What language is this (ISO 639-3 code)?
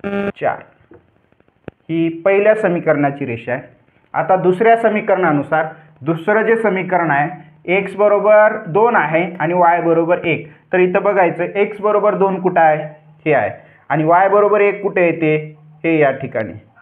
mar